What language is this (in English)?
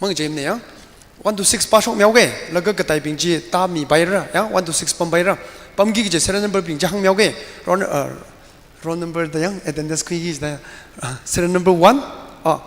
Tangkhul Naga (India)